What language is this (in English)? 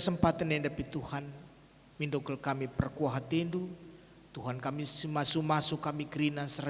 Batak Karo